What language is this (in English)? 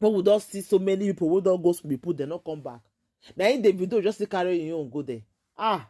Nigerian Pidgin